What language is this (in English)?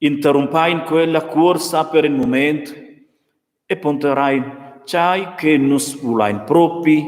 Romansh